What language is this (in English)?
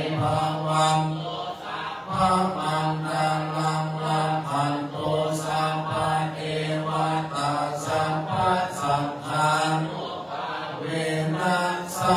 Pali